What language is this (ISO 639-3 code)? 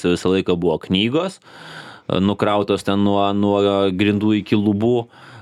lit